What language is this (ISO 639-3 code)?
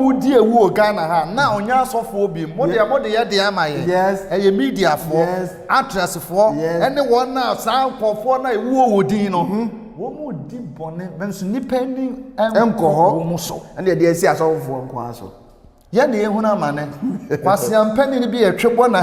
aka